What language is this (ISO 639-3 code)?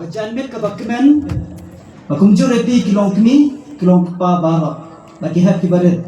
kha